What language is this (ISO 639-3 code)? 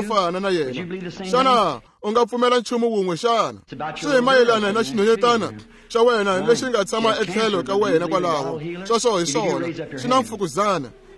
tso